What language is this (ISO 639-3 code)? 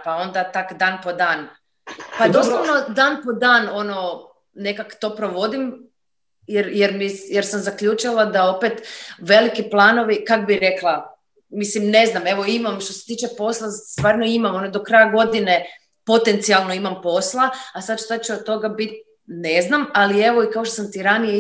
hrv